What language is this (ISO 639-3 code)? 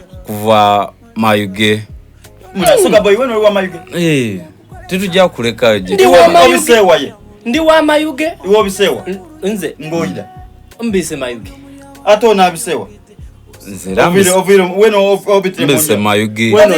xog